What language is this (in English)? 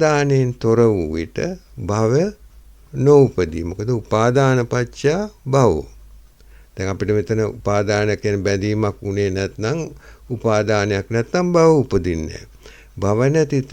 Sinhala